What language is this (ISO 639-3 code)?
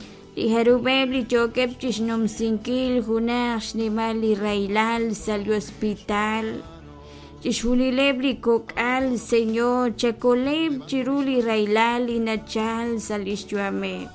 kek